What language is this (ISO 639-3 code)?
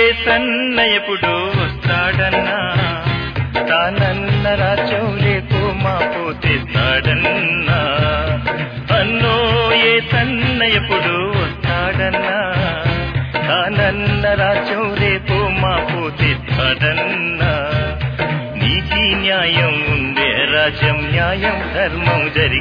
tel